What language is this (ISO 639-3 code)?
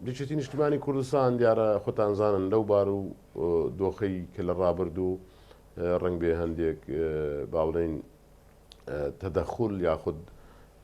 ckb